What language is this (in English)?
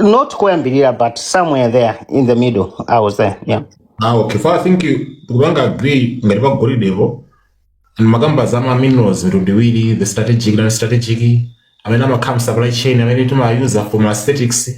Nyanja